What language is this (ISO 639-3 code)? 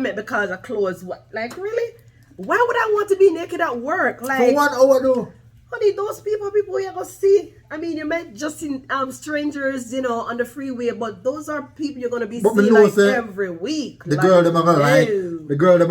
jam